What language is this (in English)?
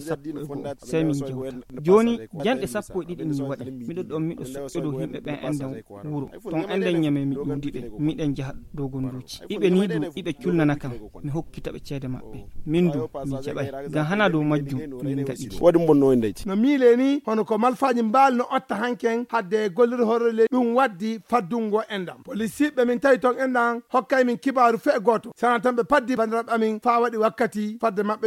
Fula